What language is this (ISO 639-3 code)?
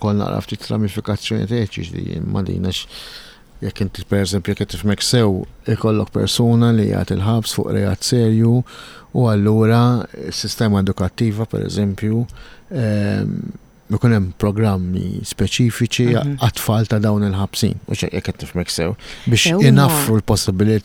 mlt